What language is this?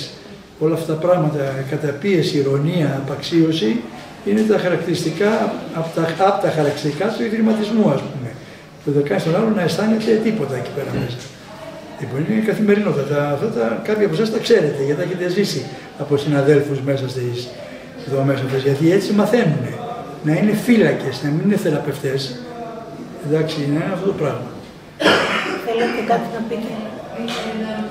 Greek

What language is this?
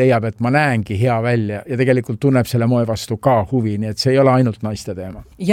Estonian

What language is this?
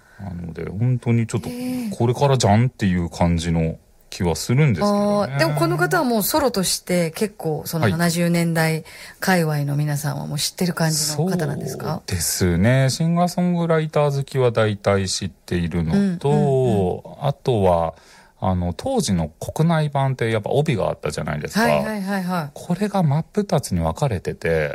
Japanese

